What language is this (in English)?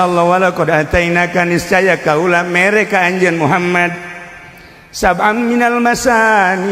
Sundanese